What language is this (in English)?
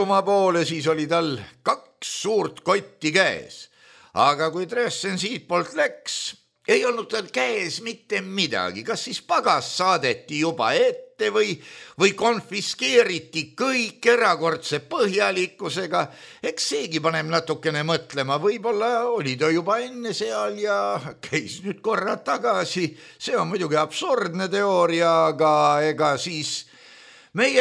Estonian